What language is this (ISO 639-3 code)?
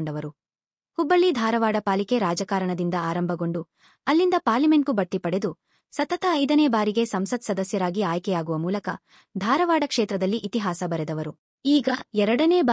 kan